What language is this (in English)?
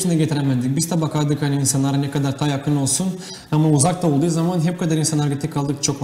Gagauz